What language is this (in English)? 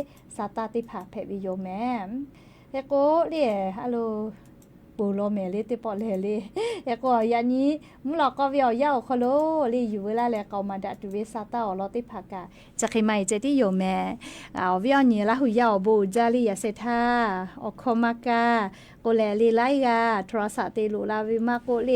Lahu